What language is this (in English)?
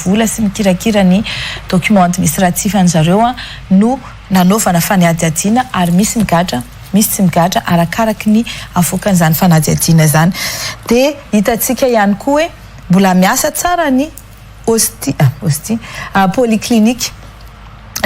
Malagasy